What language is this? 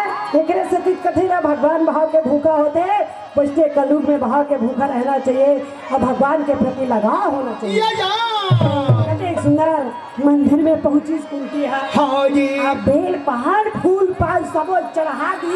Chhattisgarhi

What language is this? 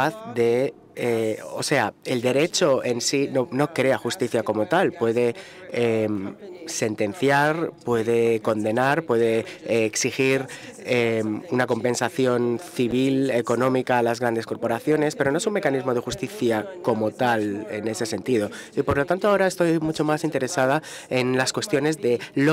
Spanish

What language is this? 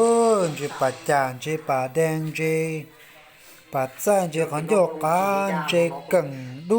Hmong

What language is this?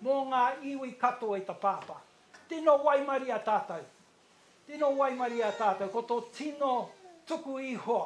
Māori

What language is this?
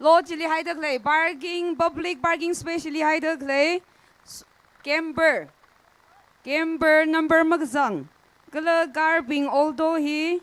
Tangkhul Naga (India)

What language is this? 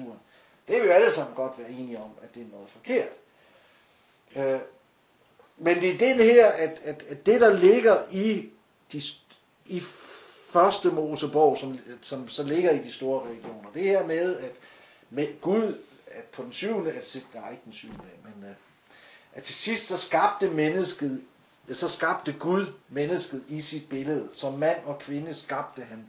Danish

